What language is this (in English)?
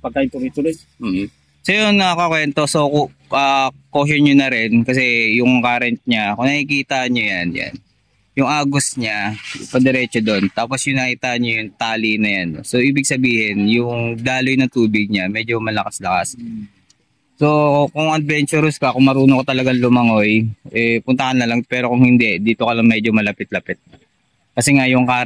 Filipino